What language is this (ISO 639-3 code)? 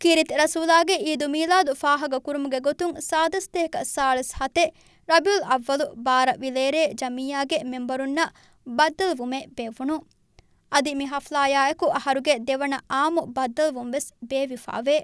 div